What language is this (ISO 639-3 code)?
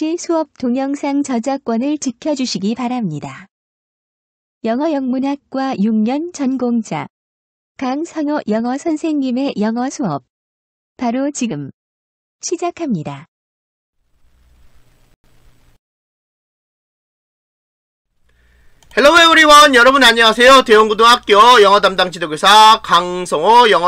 kor